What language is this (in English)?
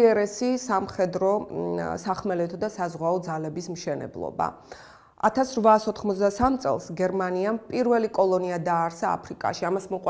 Georgian